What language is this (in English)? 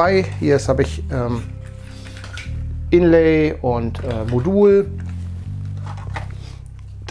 German